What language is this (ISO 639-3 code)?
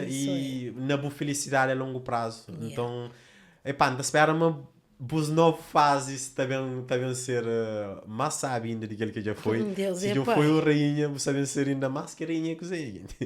kea